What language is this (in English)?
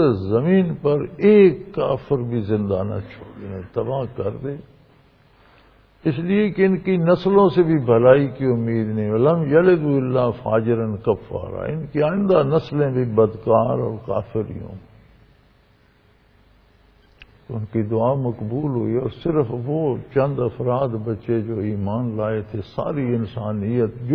Urdu